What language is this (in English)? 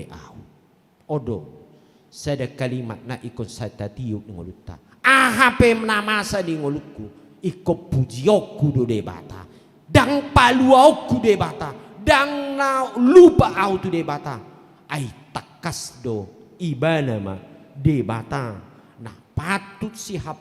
Batak Toba